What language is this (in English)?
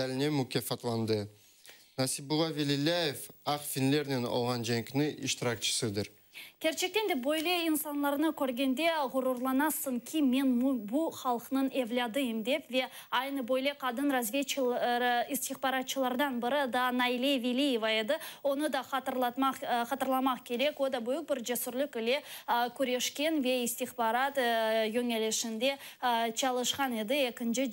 Crimean Tatar